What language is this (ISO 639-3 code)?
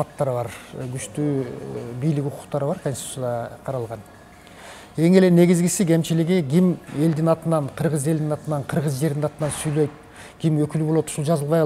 kir